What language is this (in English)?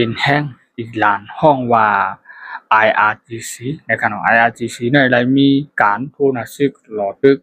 Shan